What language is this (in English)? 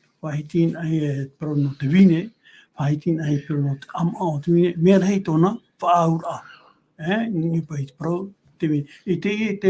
Tahitian